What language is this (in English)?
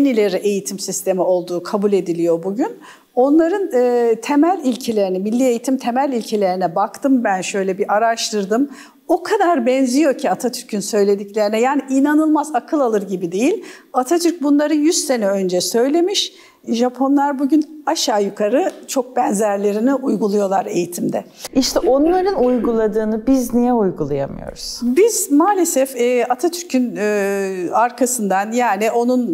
Turkish